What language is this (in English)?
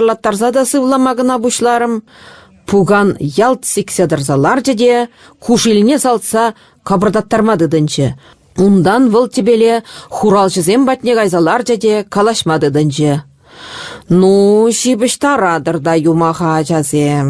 Chuvash